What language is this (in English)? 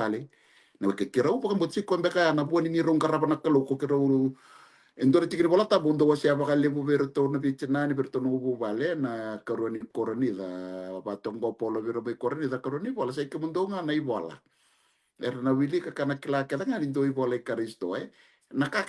Fijian